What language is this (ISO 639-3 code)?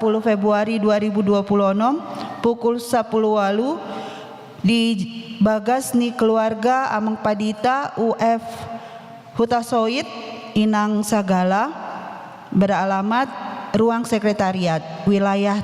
bbc